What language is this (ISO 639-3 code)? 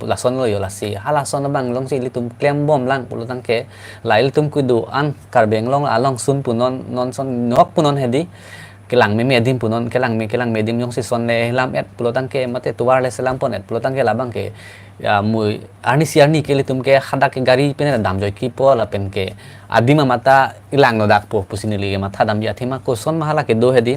mjw